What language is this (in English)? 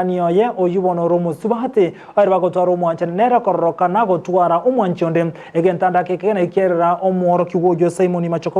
Gusii